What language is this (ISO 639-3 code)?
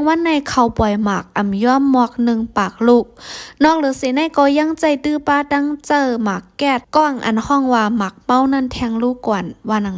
shn